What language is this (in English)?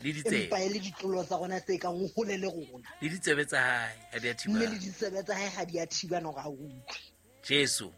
Southern Sotho